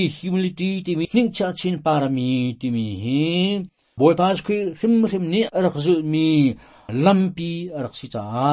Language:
Hakha Chin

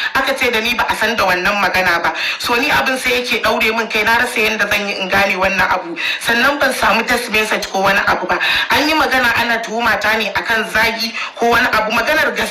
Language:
Hausa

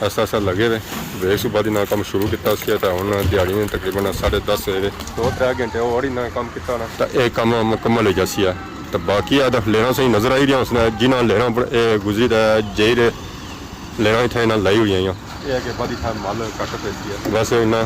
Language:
Pahari-Potwari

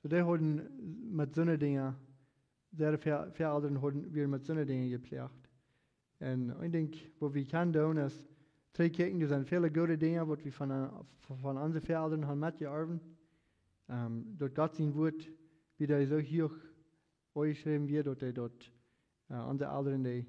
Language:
Plautdietsch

